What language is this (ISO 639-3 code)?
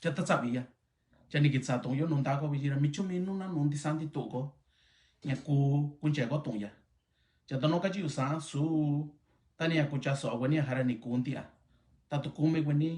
mix